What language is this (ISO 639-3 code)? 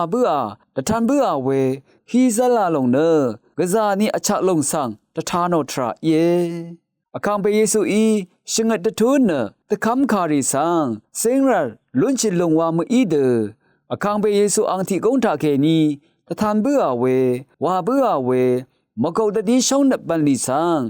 raw